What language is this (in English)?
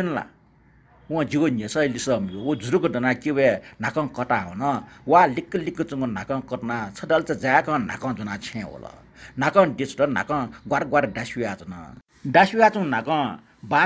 Newari